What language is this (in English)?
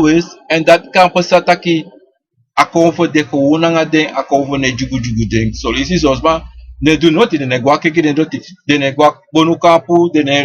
Sranan Tongo